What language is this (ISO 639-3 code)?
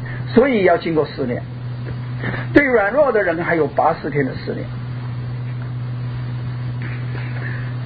zho